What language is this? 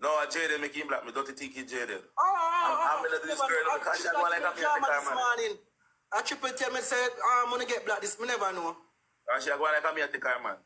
Jamaican Creole English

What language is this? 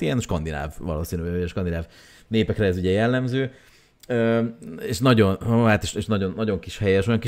Hungarian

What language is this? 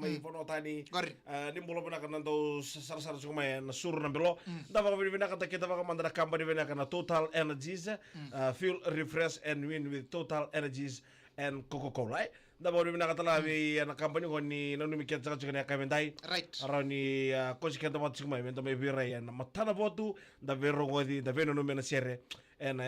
Fijian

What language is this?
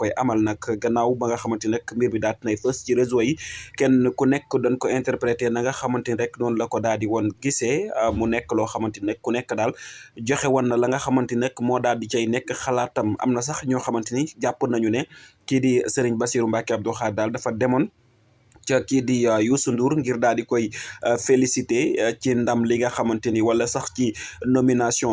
Wolof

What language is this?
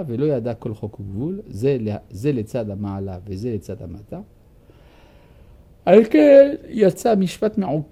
Hebrew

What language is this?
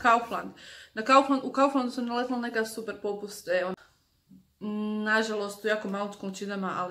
Croatian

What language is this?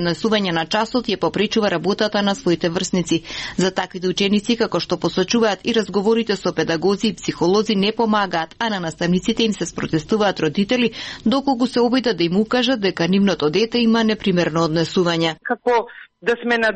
Macedonian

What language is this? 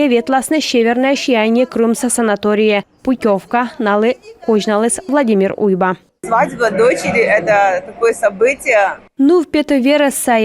Komi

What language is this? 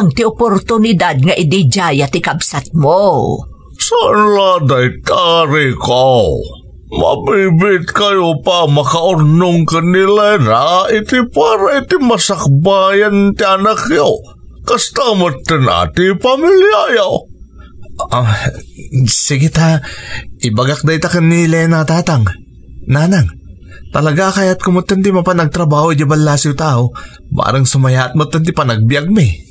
Iloko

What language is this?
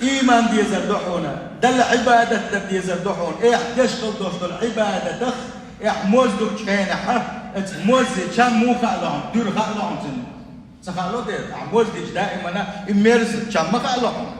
Chechen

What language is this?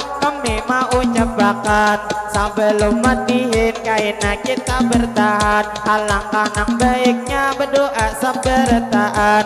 Banjar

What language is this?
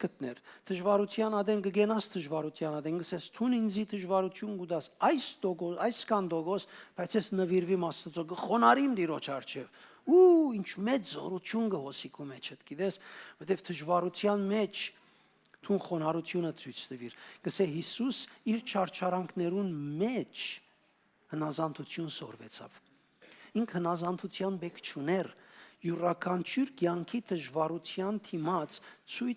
Western Armenian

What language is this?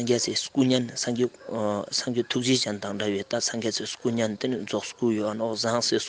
Ladakhi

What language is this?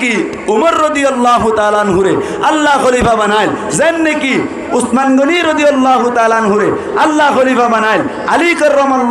Rohingya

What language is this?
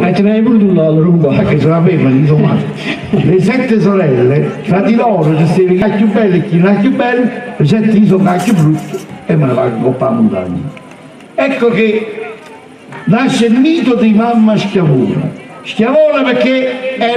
Neapolitan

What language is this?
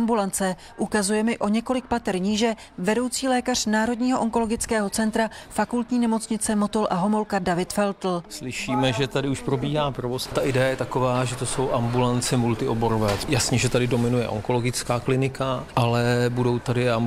Czech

